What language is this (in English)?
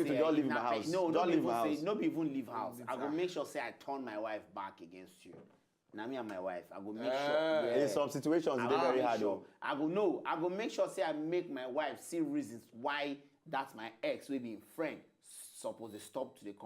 Nigerian Pidgin